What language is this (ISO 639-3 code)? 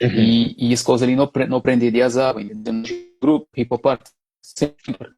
kea